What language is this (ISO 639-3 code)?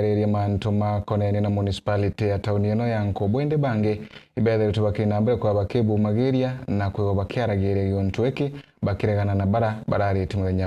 mer